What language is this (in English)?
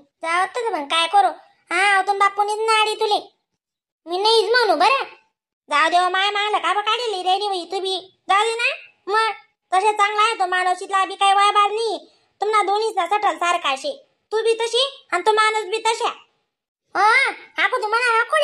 Khandesi